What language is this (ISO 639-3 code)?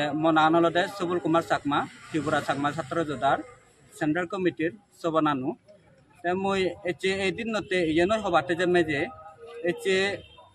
ccp